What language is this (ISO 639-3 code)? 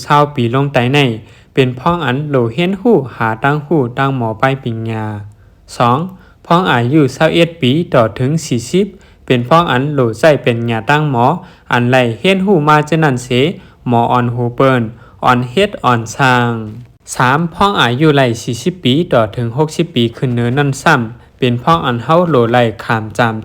shn